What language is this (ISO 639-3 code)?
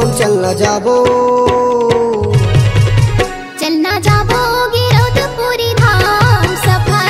hne